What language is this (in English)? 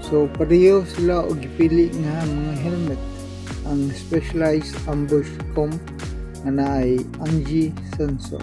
Cebuano